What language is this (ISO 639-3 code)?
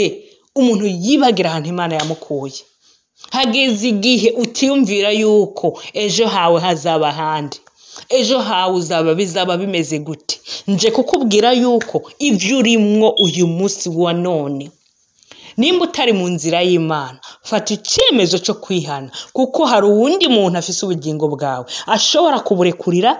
run